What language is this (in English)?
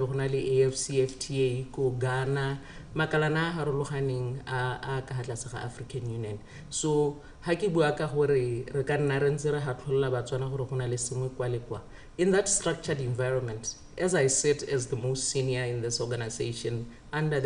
Tswana